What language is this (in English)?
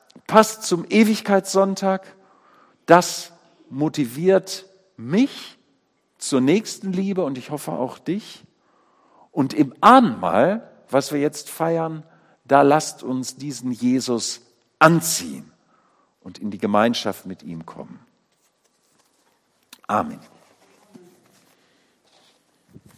German